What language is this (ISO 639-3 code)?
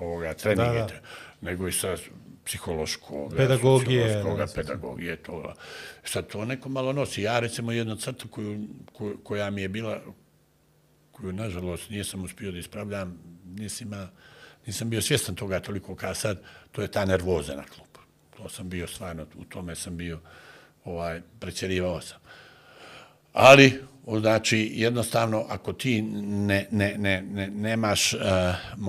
bos